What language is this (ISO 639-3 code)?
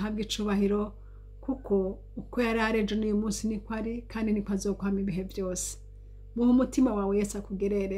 run